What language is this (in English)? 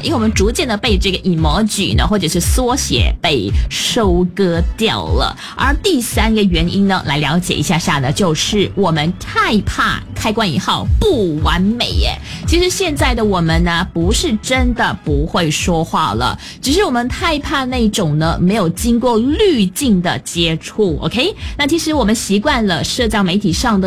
Chinese